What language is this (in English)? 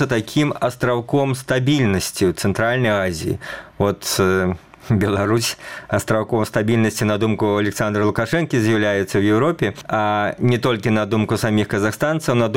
Belarusian